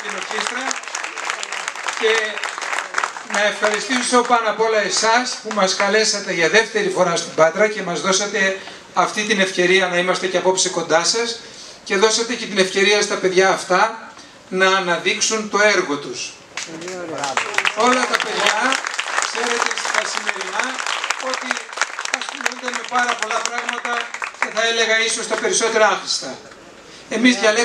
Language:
Greek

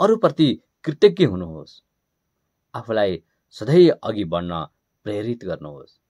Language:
Nepali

